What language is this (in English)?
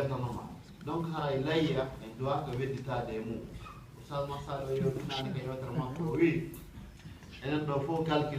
Fula